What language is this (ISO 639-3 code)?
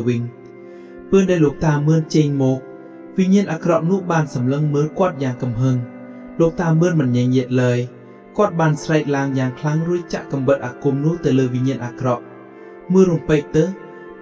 khm